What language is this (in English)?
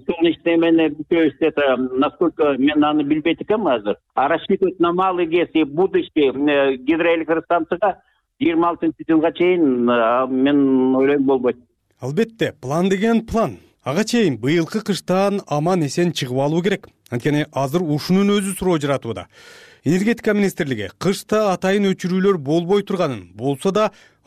Kyrgyz